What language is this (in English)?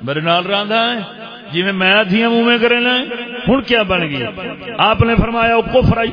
Saraiki